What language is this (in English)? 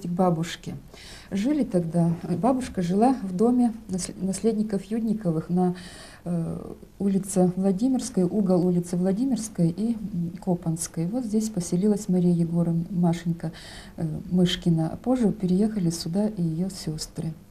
Russian